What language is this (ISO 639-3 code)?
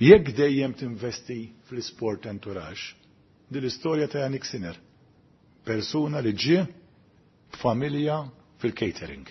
mlt